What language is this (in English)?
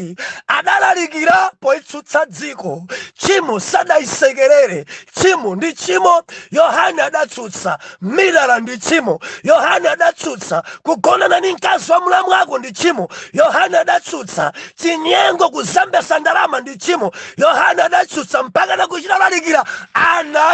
Nyanja